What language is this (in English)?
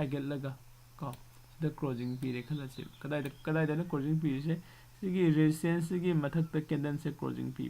Manipuri